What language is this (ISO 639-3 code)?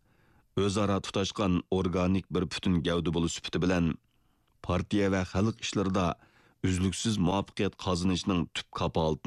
uig